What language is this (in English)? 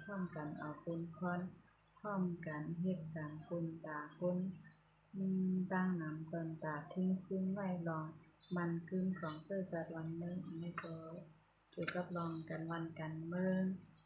Shan